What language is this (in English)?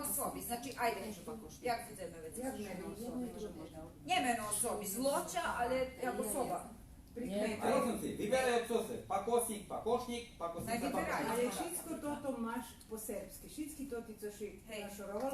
Rusyn